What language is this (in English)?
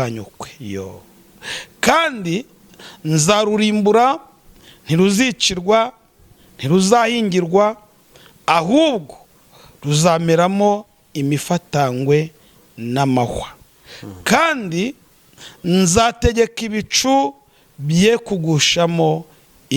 Kinyarwanda